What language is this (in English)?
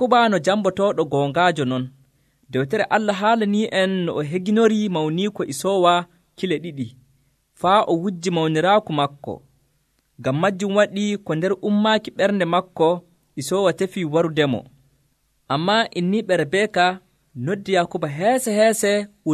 Nigerian Fulfulde